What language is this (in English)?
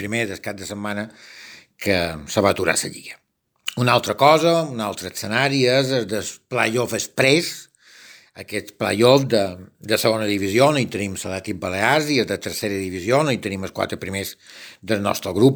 Catalan